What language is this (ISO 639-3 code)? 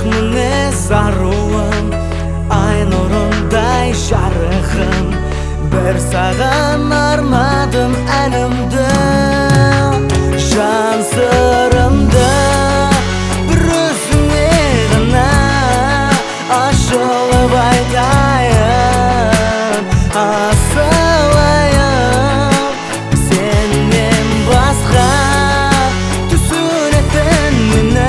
kaz